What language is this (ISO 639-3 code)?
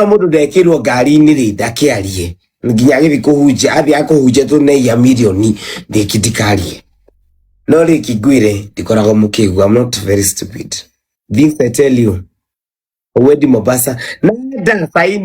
kik